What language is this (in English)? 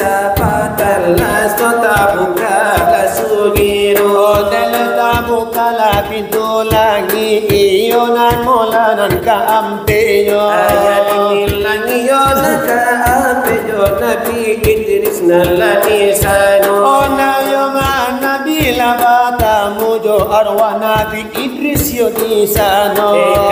Minangkabau